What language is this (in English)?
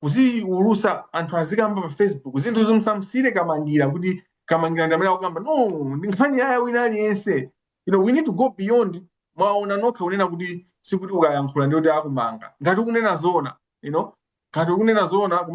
Nyanja